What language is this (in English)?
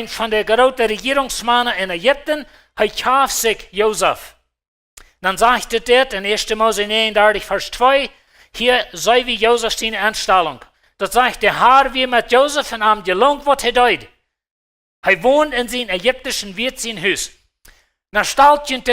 Plautdietsch